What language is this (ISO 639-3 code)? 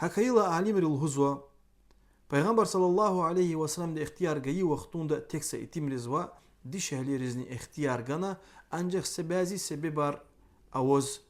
lez